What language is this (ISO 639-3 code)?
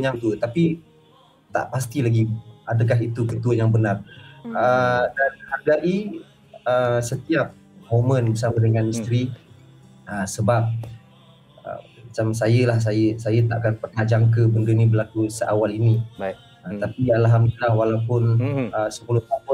msa